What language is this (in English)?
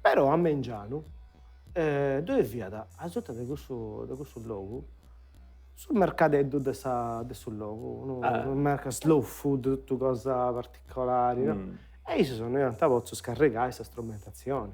Sardinian